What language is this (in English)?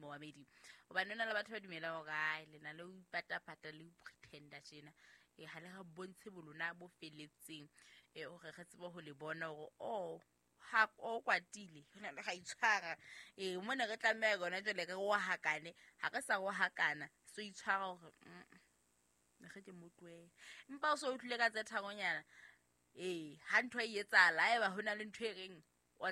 Southern Sotho